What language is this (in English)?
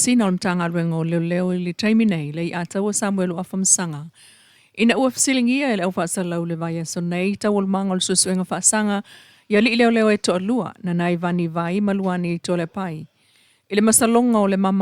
Samoan